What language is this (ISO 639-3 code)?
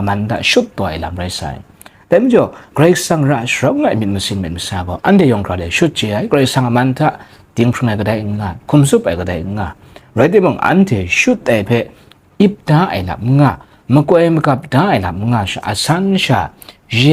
kac